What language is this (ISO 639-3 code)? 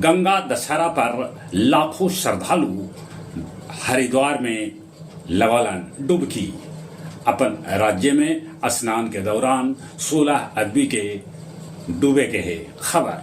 mag